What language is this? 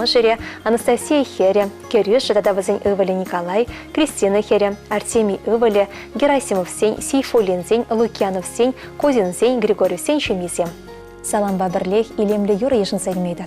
Chuvash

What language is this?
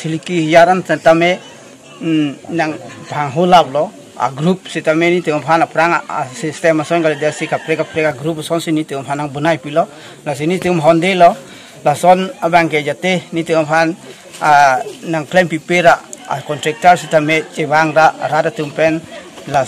Karbi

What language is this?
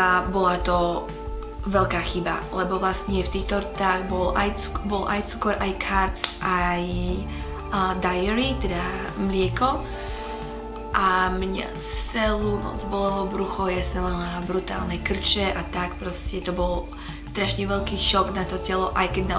Slovak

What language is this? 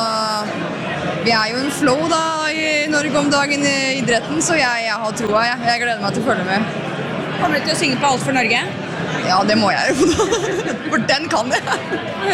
Norwegian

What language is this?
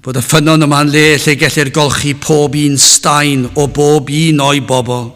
Welsh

